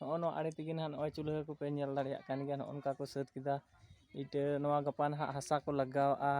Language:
Santali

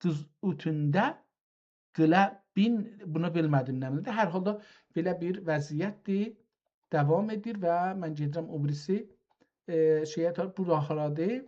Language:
South Azerbaijani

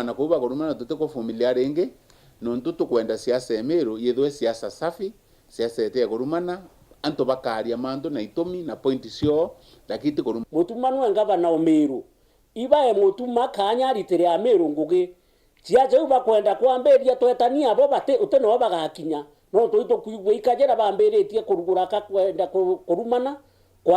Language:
Meru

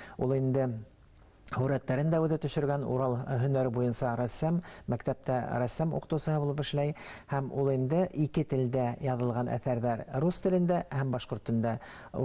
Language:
Bashkir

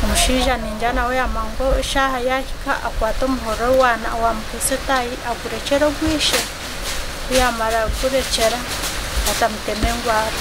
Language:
Nyankole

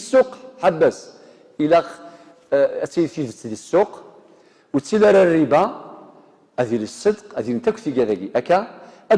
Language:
Kabyle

